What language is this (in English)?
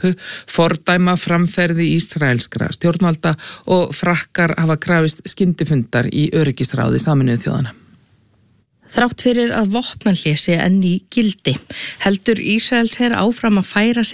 Icelandic